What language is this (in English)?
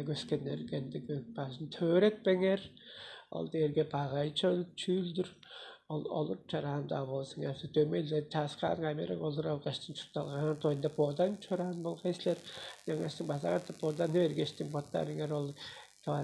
Tuvinian